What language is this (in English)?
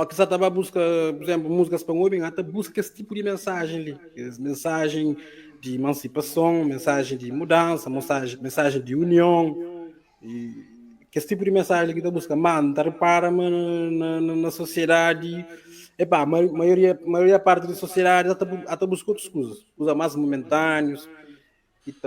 Kabuverdianu